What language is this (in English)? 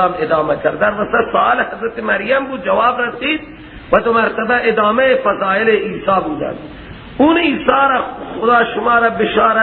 Persian